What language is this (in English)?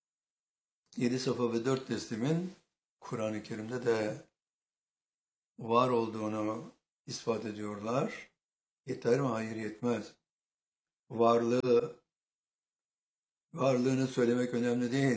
Turkish